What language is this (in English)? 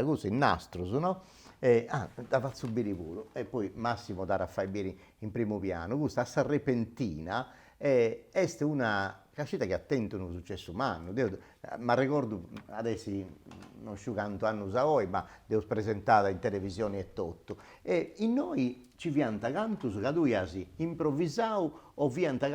Sardinian